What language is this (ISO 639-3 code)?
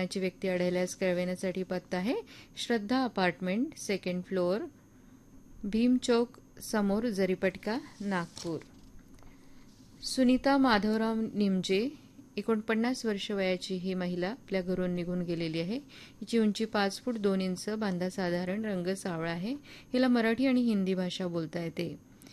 mar